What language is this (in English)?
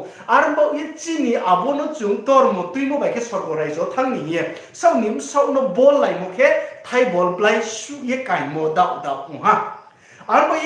Riang (India)